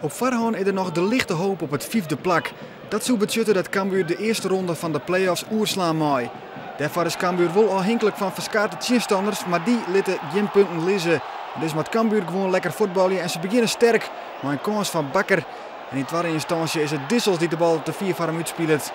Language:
Western Frisian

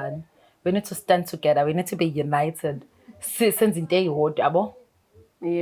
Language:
Zulu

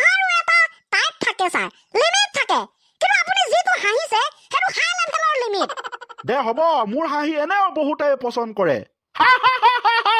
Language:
Assamese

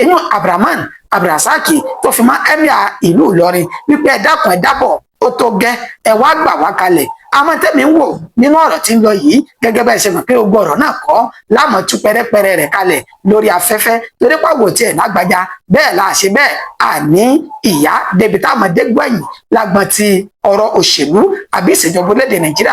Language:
Yoruba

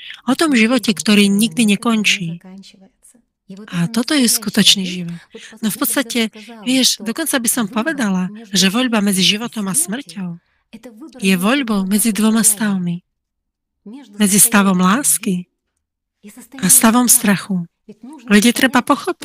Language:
Slovak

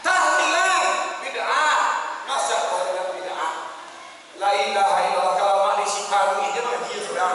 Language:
Minangkabau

